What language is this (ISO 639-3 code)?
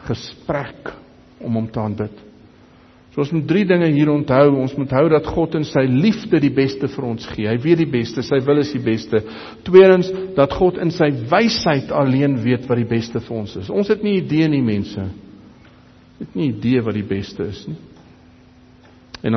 afr